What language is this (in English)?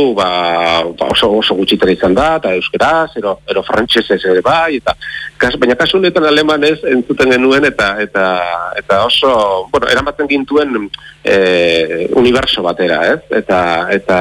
Basque